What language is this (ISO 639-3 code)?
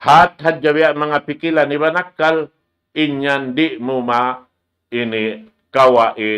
tsg